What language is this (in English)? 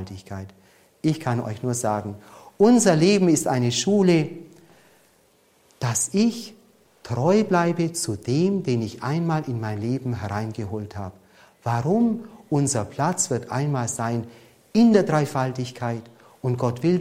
German